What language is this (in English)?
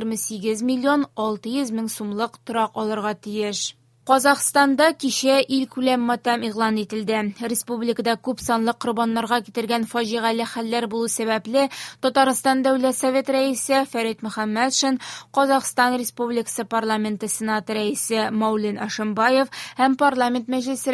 Tatar